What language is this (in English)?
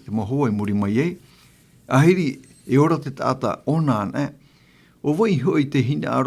Tahitian